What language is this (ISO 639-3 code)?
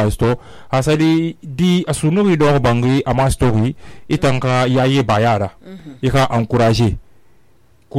sus